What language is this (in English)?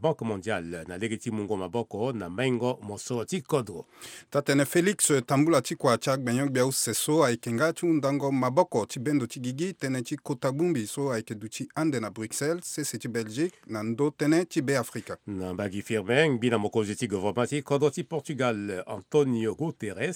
Sango